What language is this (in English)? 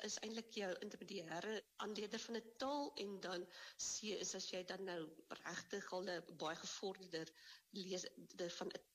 Afrikaans